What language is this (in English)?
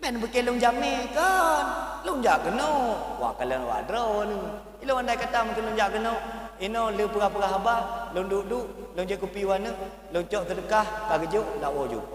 Achinese